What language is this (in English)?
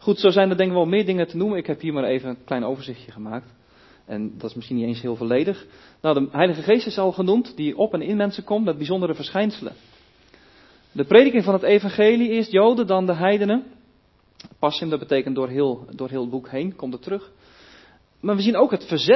Dutch